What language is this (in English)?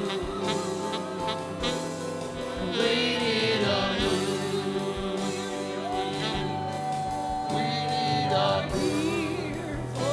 English